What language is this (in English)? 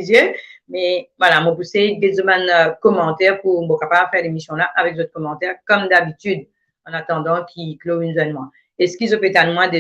Morisyen